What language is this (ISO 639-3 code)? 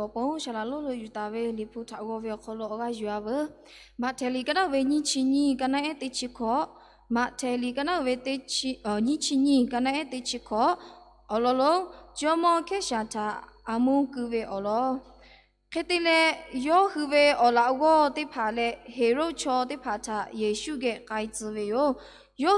lhu